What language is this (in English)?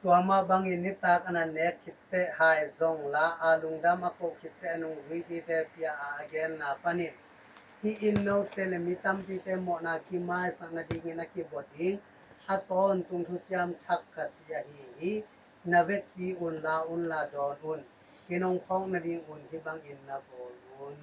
Tedim Chin